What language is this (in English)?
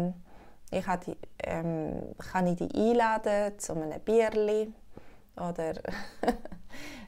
Swiss German